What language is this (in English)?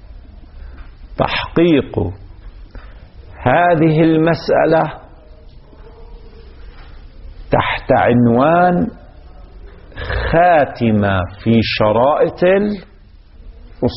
Arabic